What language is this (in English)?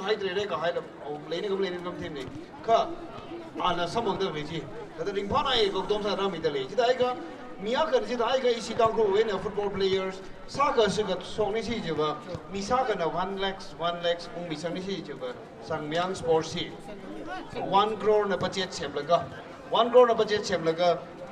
Tangkhul Naga (India)